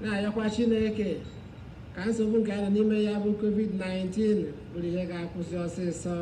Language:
Igbo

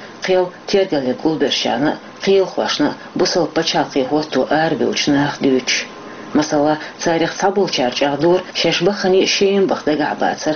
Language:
Chechen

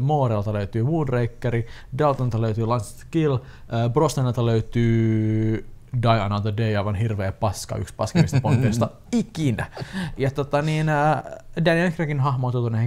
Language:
Finnish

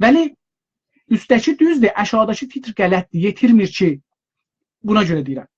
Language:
South Azerbaijani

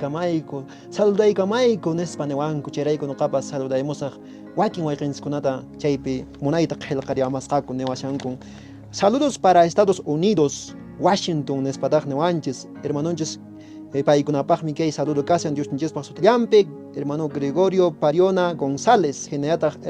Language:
Quechua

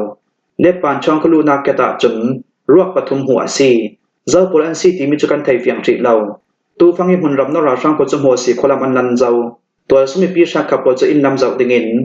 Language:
Falam Chin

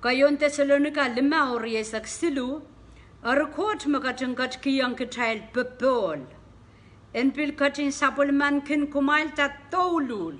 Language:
Pohnpeian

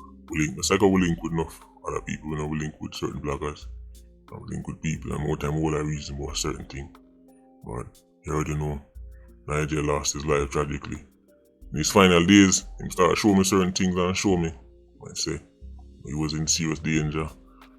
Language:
Jamaican Creole English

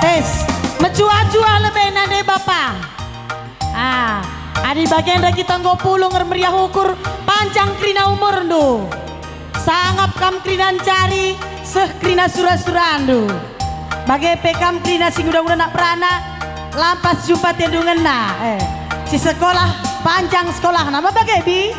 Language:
Batak Karo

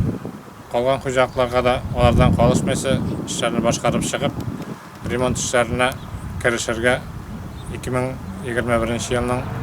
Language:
Tatar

